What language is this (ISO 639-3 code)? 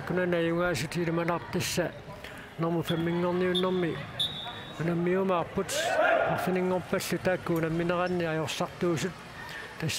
kal